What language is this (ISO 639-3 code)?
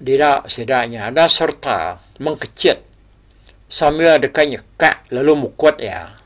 iba